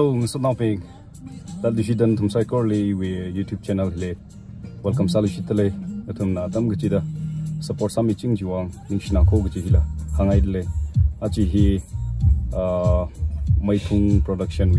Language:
Tangkhul Naga (India)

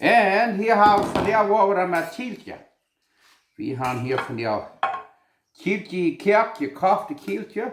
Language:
Plautdietsch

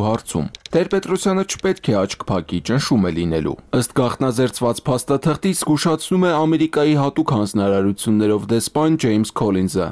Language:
Armenian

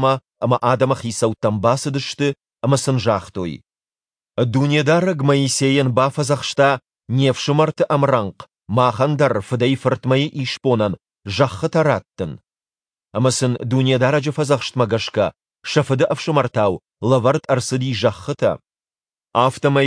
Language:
Ossetic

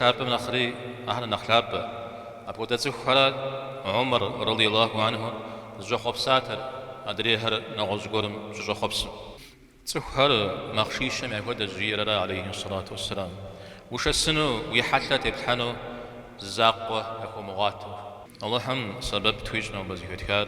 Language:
Kabardian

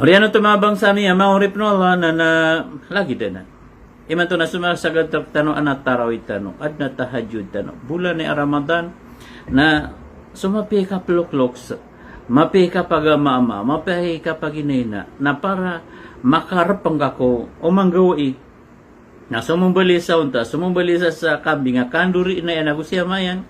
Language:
Maranao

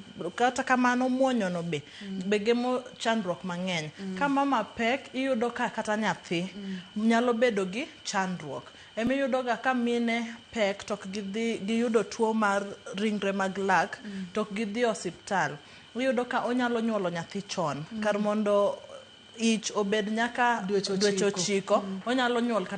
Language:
Luo (Kenya and Tanzania)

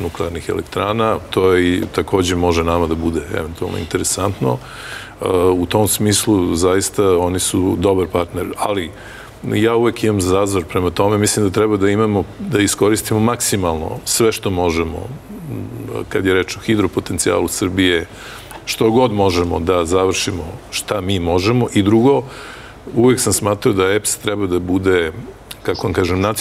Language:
Serbian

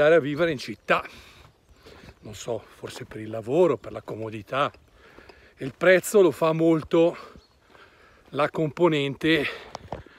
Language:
Italian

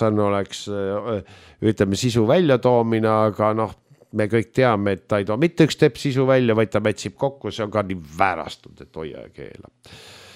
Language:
Estonian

